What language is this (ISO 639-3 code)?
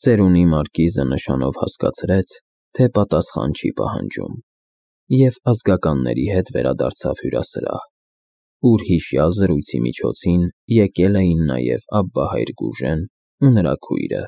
hye